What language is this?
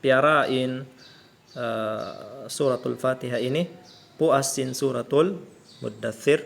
Tausug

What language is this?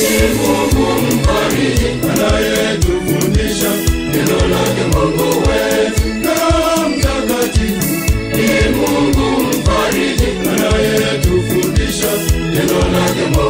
Swahili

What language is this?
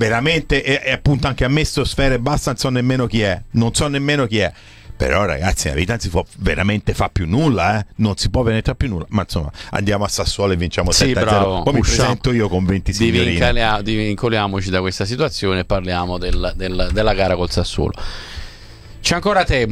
Italian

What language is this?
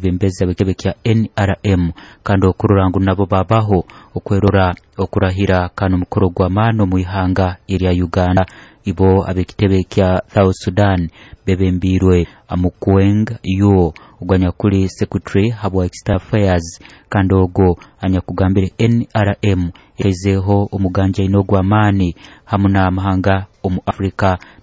Nyoro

